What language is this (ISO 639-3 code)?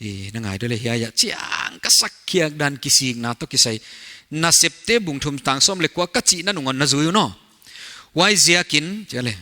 pck